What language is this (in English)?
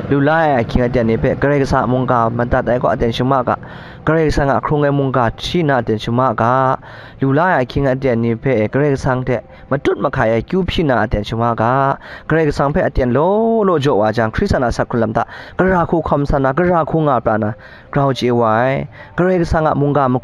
Kachin